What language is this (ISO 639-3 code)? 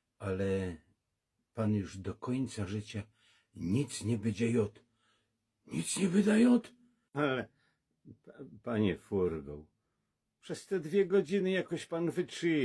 szl